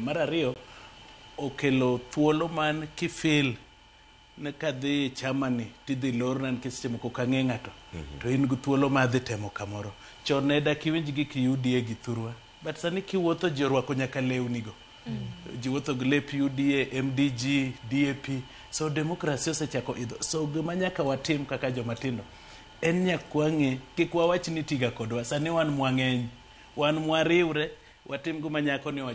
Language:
Luo (Kenya and Tanzania)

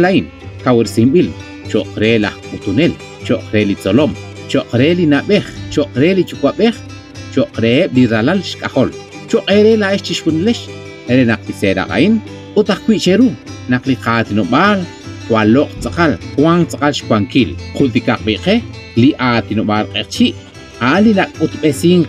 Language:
Kekchí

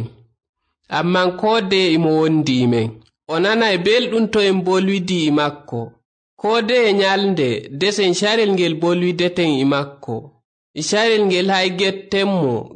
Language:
Nigerian Fulfulde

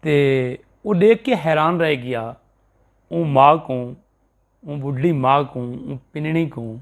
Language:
Saraiki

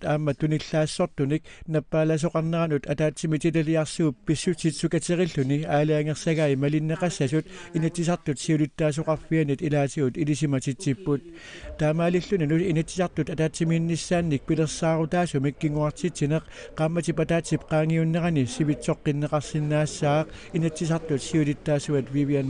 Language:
Kalaallisut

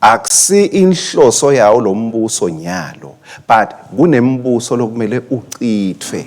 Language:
Swati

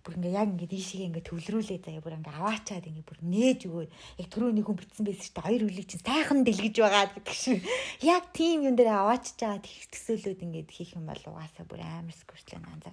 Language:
Mongolian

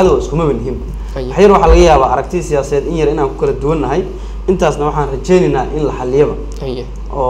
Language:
Somali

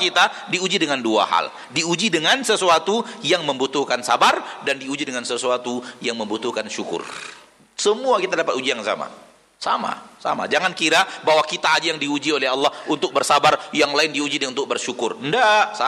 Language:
Indonesian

